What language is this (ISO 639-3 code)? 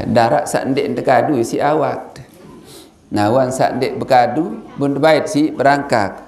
sas